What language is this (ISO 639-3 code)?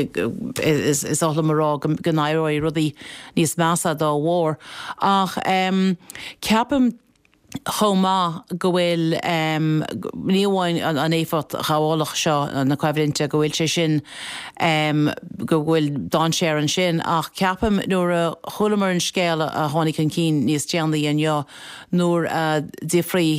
gle